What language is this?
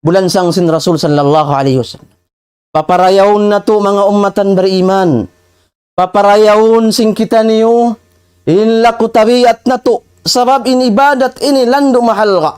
Tausug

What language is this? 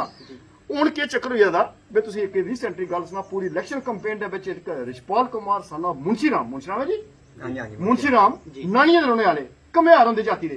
Dogri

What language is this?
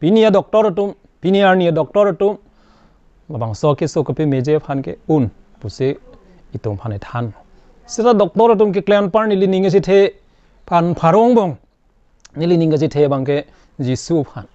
Karbi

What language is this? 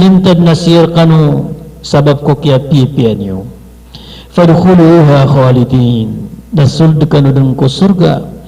Maranao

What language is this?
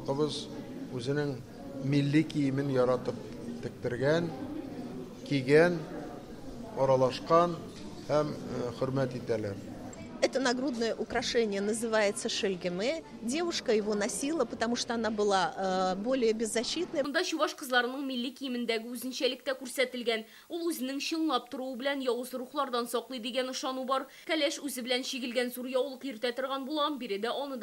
Tatar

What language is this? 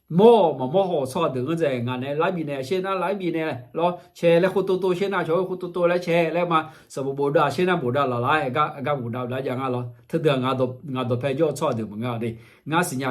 Akha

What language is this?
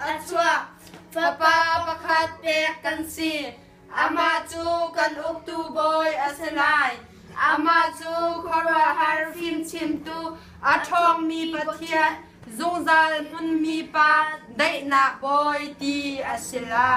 Hakha Chin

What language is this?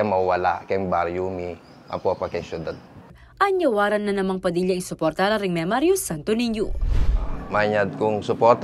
Pampanga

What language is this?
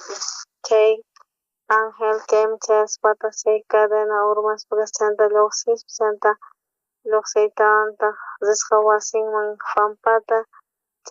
South Bolivian Quechua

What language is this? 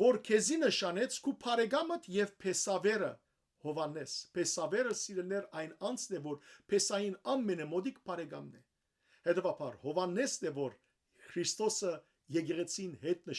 Western Armenian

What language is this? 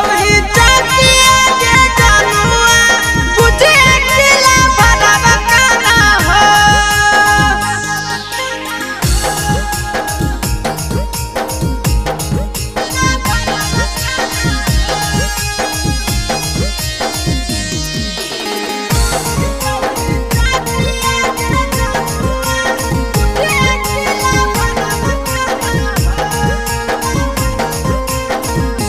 Bhojpuri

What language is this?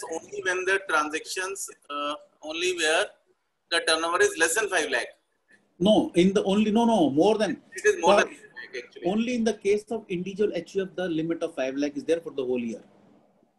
English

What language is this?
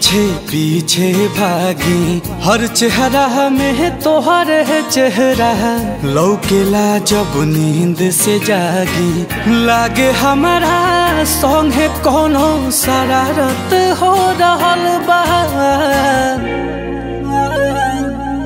Bhojpuri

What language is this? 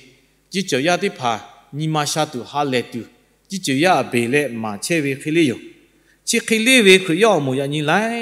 Lahu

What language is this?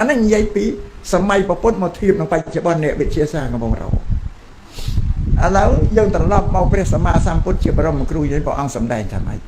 Khmer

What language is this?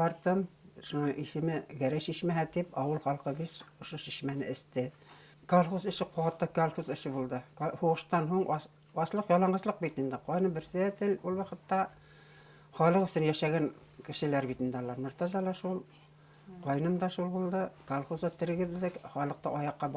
Bashkir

